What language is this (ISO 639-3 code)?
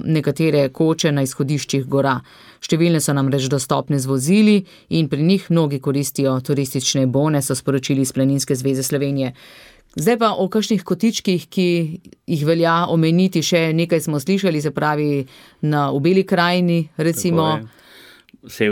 slv